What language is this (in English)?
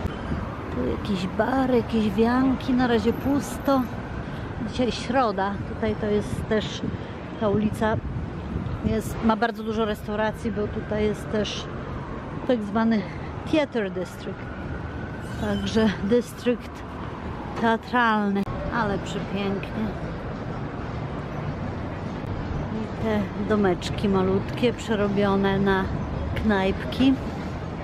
Polish